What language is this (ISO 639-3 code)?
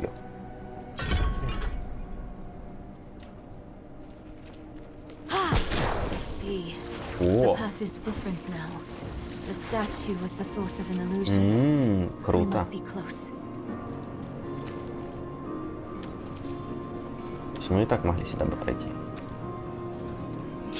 rus